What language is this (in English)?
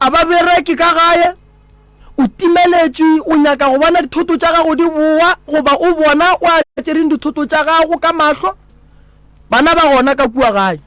Northern Sotho